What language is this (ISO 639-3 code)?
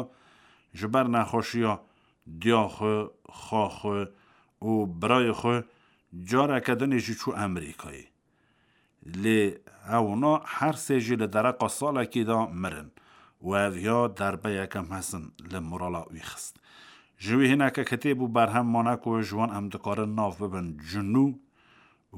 kur